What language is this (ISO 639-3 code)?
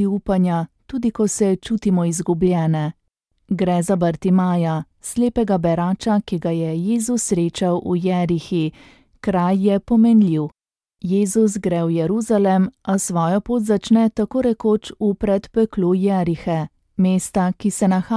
slv